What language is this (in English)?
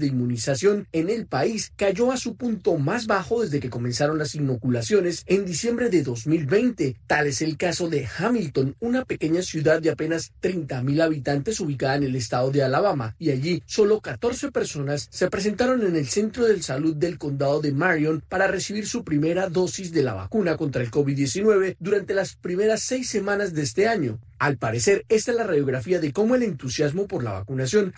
Spanish